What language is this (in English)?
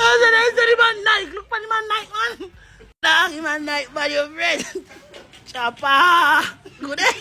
Jamaican Creole English